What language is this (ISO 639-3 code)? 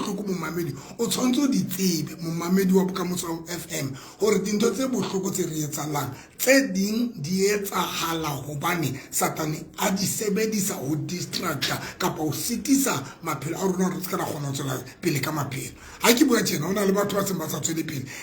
sot